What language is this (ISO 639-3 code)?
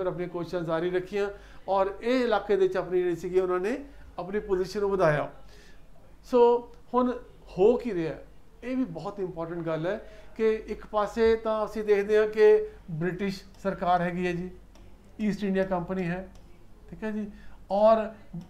hin